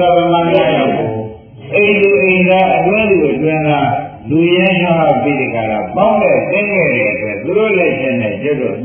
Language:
Burmese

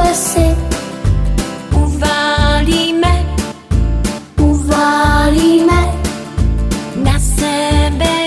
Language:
Czech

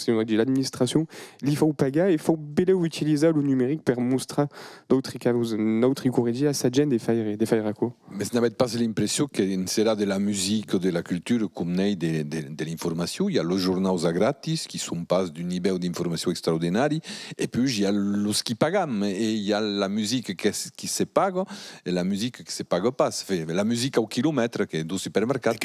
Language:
Occitan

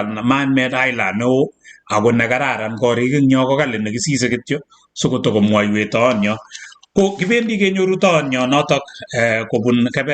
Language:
Kalenjin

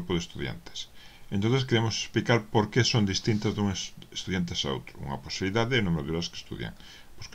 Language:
Galician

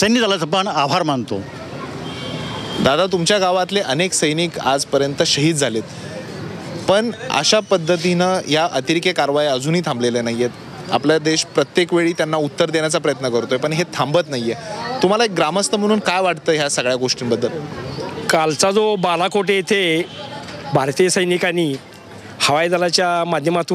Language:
Marathi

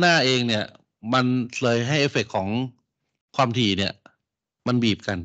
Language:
Thai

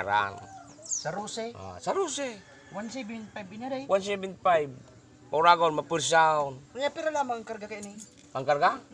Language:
Bikol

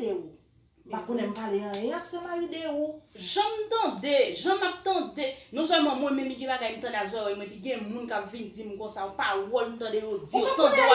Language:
Haitian Creole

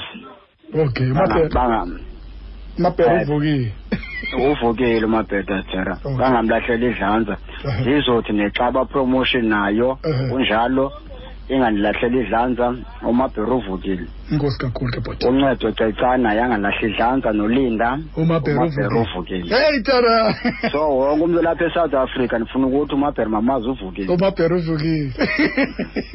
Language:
Xhosa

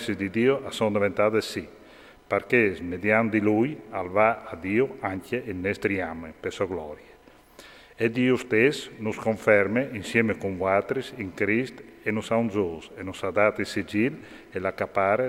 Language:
Friulian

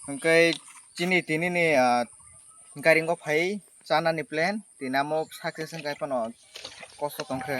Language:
Kok Borok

